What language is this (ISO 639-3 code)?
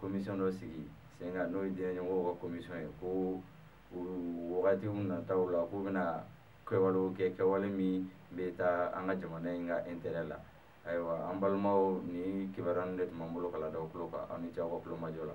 bam